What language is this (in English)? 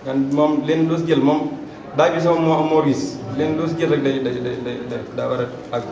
Wolof